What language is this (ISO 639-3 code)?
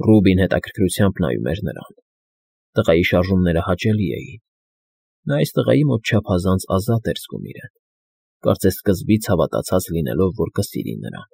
hye